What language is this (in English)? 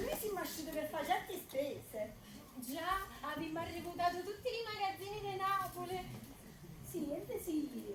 Neapolitan